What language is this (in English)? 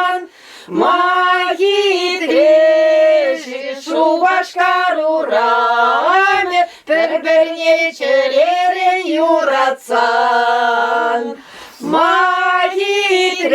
Chuvash